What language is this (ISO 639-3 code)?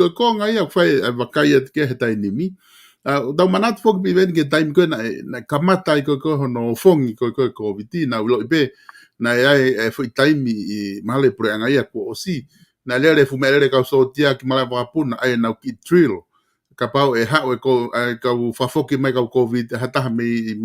ton